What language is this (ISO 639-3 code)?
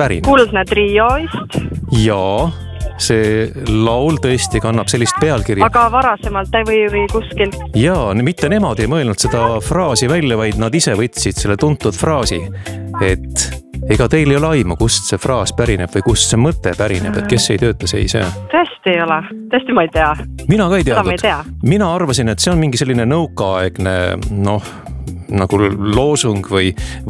est